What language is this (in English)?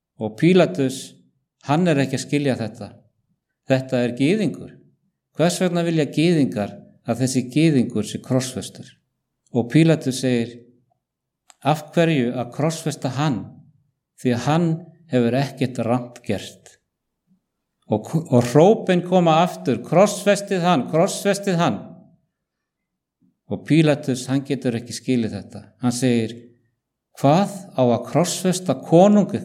Icelandic